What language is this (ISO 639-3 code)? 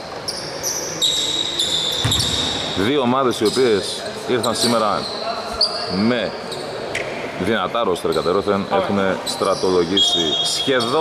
ell